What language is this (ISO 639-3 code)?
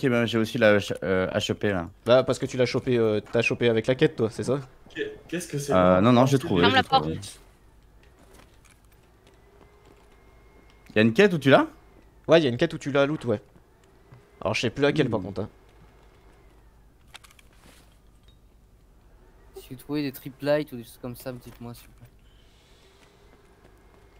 fra